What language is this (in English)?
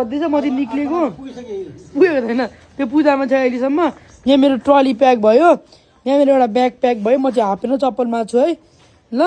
Nepali